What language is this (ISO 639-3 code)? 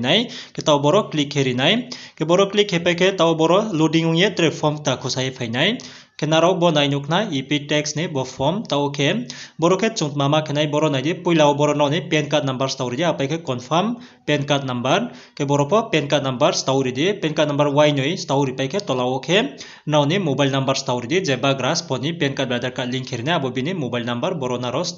ria